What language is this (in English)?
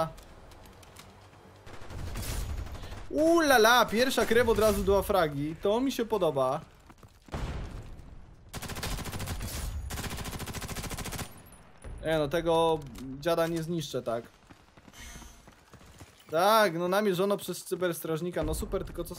Polish